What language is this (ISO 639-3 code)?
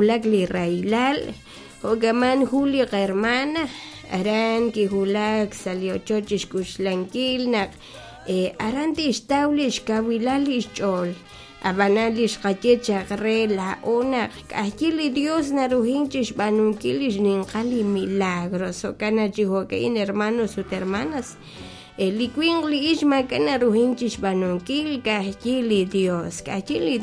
kek